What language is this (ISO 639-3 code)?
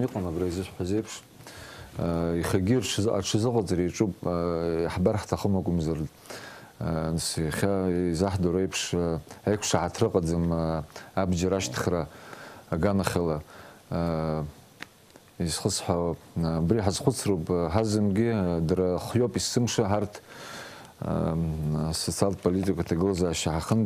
abk